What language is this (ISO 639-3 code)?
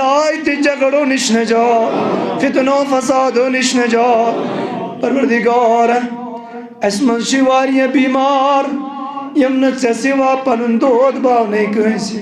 kas